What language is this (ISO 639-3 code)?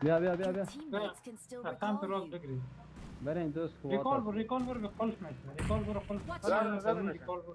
fas